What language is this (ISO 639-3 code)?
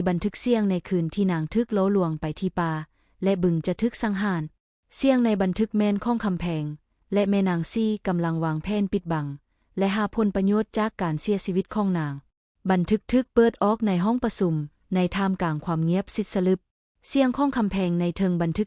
lao